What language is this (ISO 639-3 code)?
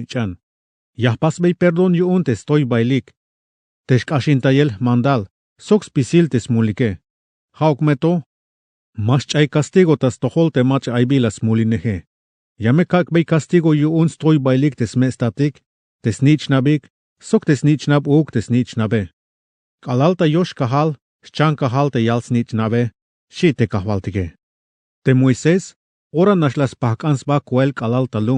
tzh